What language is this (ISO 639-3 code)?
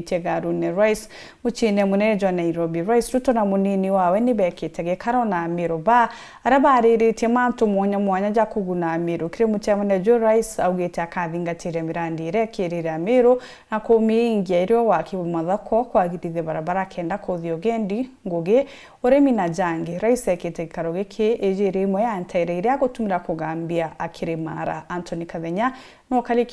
mer